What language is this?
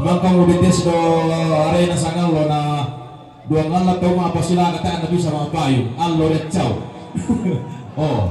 Toraja-Sa'dan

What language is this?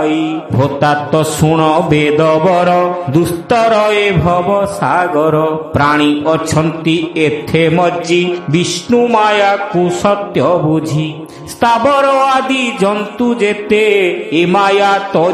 Odia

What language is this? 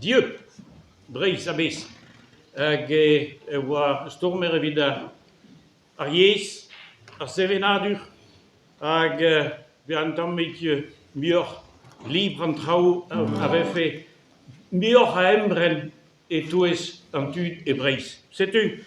Breton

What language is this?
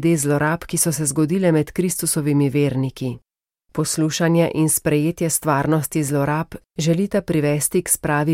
Slovenian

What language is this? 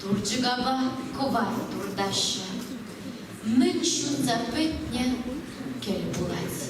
Chuvash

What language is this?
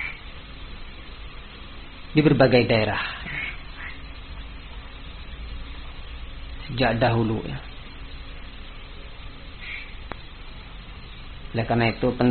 Indonesian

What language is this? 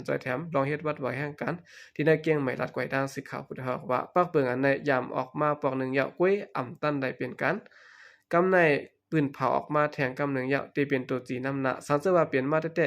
Shan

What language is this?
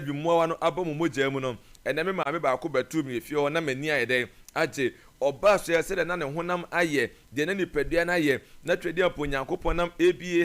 Akan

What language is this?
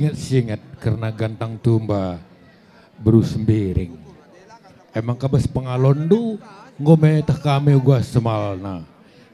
Batak Karo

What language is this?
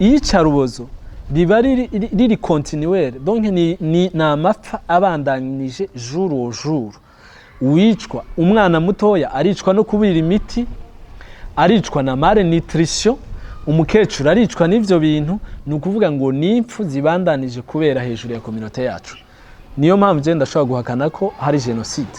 Rundi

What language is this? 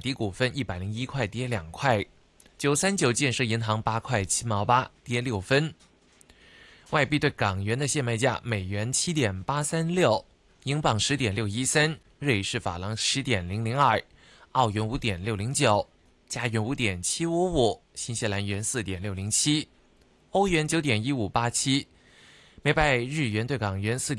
Chinese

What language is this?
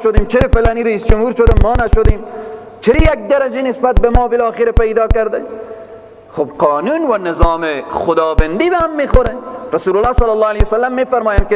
Persian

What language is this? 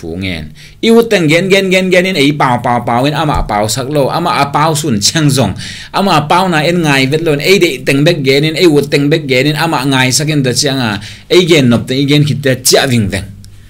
Tedim Chin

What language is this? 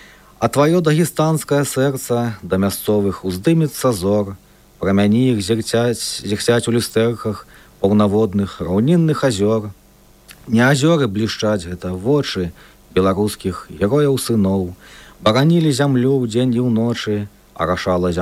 Belarusian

